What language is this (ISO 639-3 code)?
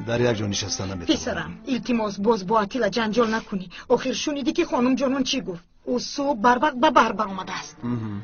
tgk